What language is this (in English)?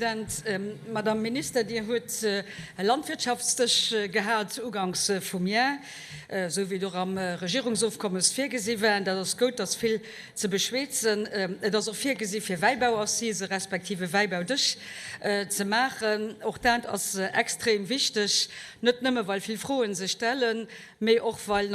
Luxembourgish